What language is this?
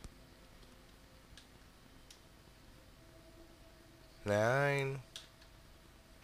Finnish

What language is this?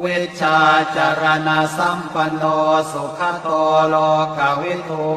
Pali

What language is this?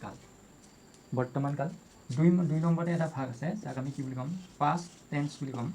Assamese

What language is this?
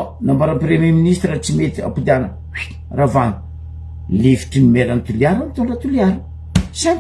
Malagasy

